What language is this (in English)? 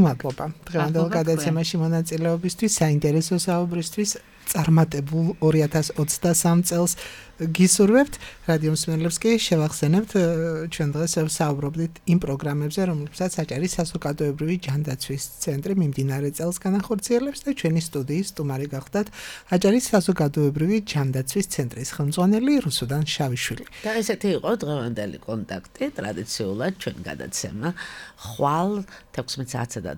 Georgian